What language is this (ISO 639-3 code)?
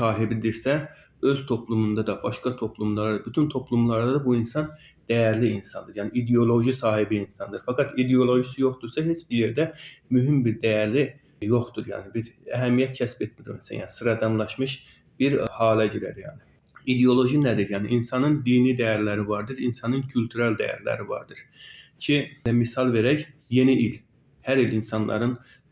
aze